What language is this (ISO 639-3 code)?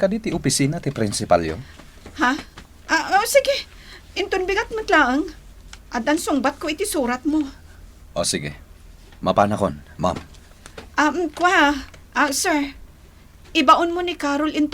ilo